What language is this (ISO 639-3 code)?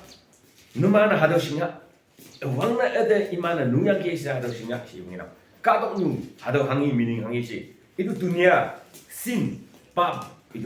nbe